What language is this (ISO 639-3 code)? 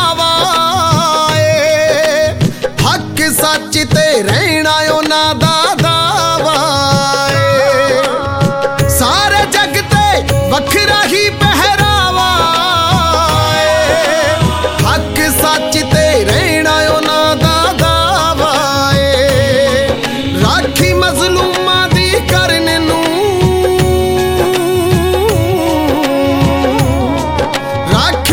pan